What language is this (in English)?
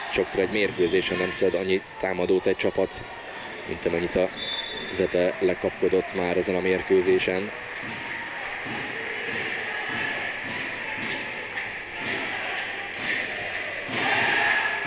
Hungarian